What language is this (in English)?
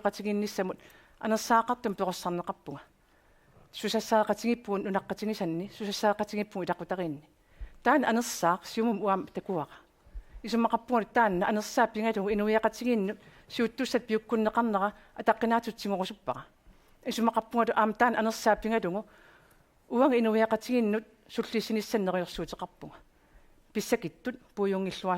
Kalaallisut